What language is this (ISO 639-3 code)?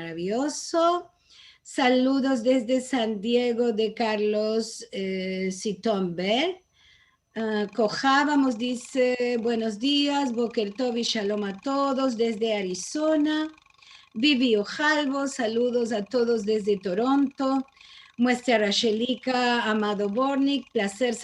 lad